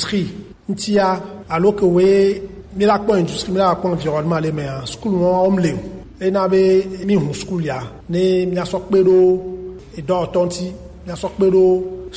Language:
Gen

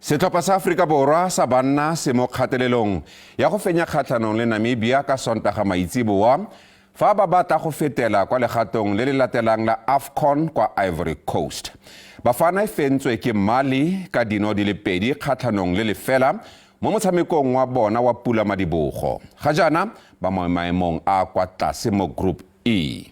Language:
Tswana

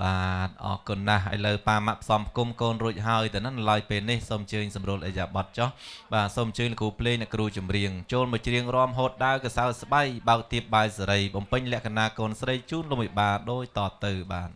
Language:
Khmer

